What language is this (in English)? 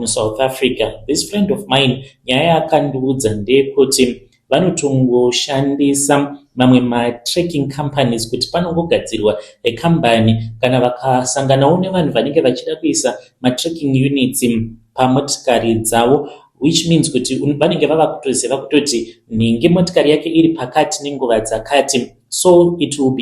Shona